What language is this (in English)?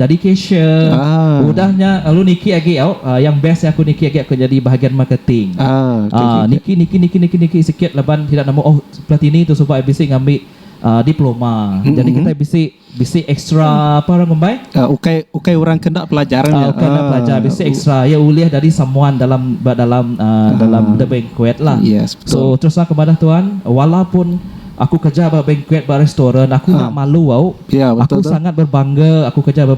Iban